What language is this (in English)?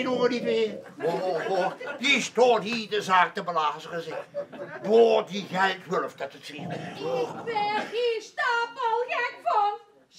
Limburgish